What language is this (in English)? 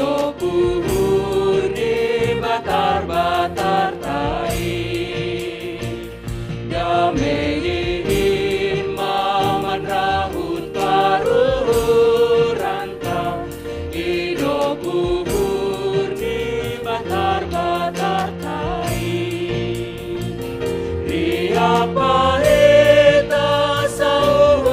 Batak Simalungun